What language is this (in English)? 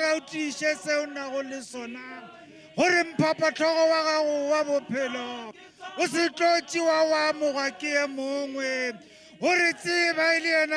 Tswana